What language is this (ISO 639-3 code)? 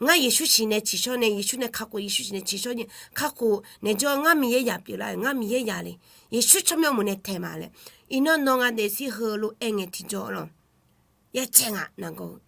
ahk